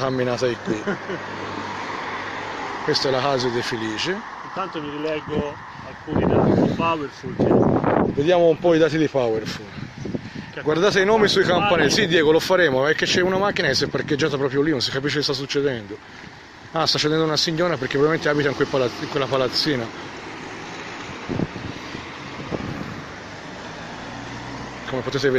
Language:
Italian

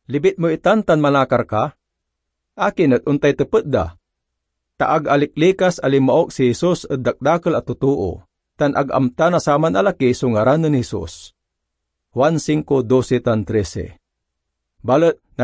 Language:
Pangasinan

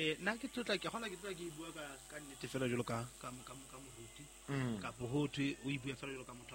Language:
Southern Sotho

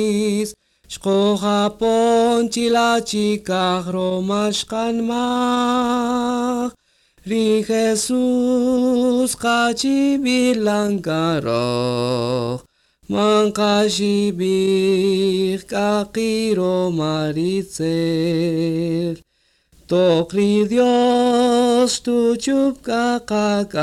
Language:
Kaqchikel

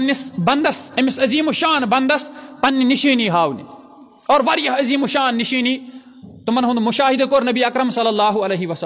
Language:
Kashmiri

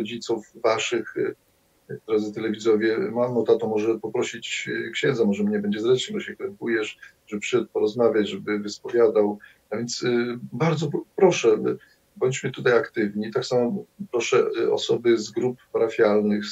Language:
Polish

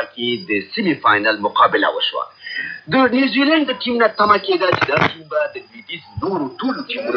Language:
Pashto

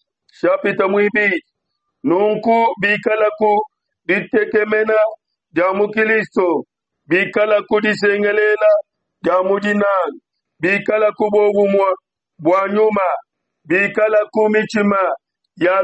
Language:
Luba-Lulua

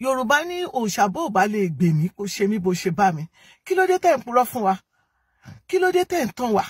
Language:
Yoruba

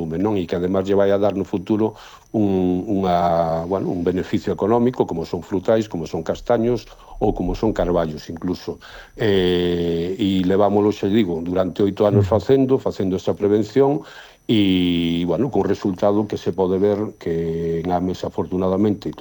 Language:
Galician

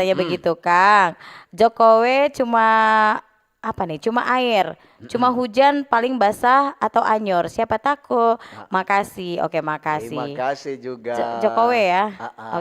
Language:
Manado Malay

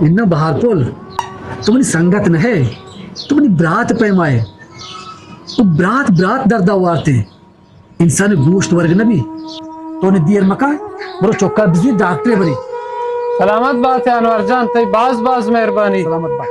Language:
Baluchi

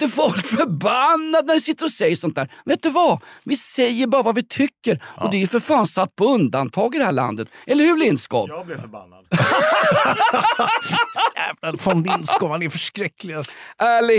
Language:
Swedish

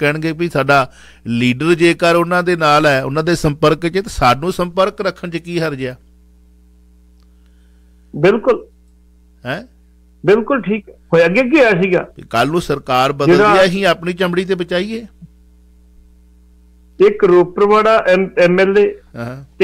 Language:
Punjabi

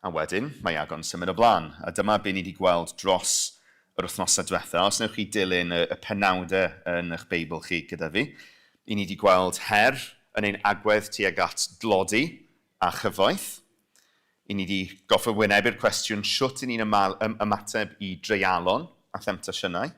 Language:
Welsh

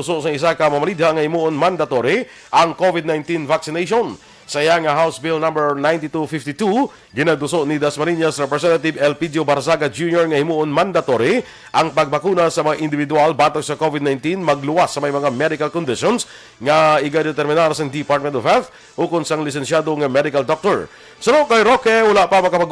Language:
Hiligaynon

